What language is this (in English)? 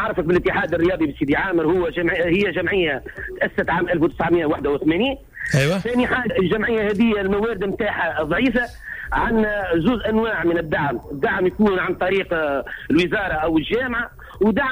Tunisian Arabic